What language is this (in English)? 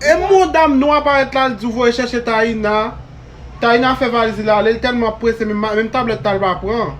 Haitian Creole